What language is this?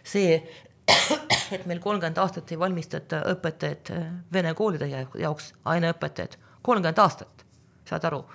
Estonian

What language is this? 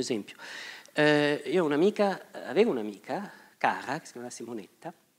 Italian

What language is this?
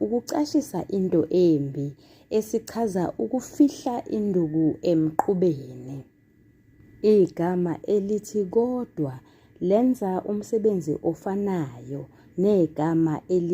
Zulu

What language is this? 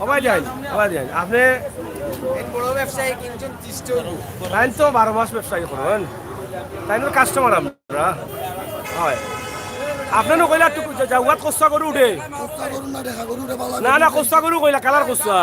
Sylheti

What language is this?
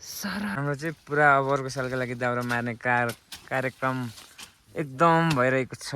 Nepali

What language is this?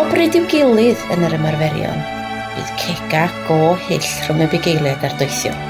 Welsh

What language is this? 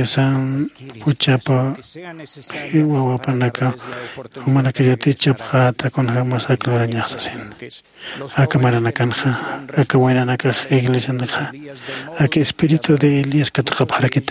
Aymara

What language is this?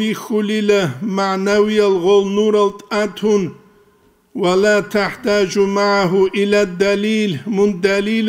Avaric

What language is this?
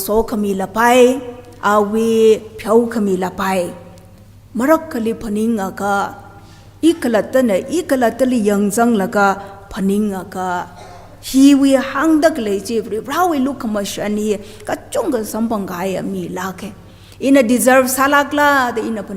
Tangkhul Naga (India)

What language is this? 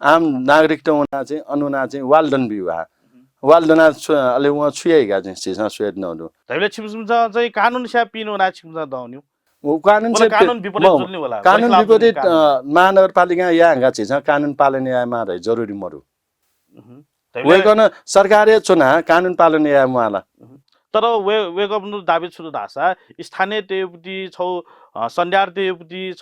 Newari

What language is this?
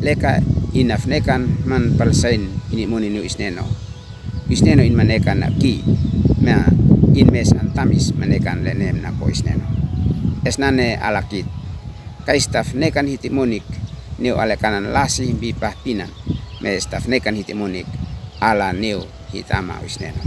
Uab Meto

